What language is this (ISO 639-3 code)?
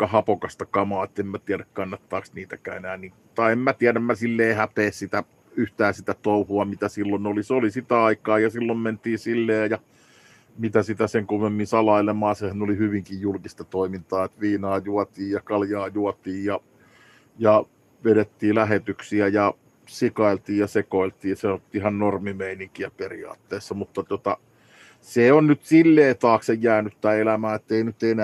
fin